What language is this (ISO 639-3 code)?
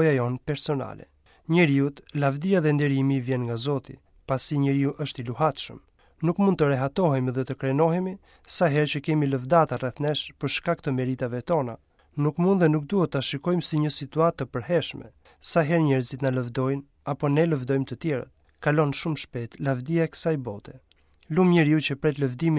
sqi